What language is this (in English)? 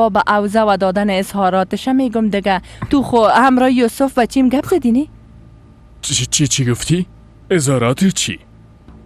Persian